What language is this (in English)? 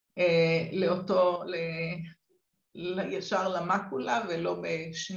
Hebrew